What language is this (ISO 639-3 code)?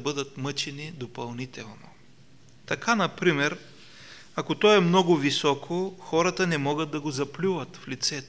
bul